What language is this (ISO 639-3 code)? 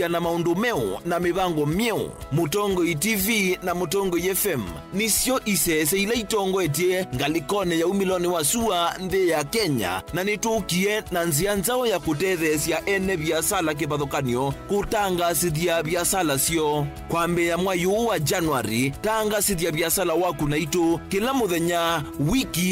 kam